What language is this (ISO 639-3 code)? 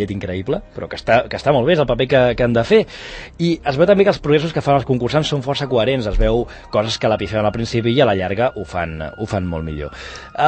cat